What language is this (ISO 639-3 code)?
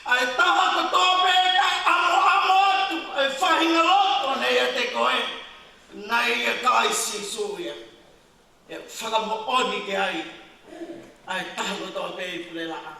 ton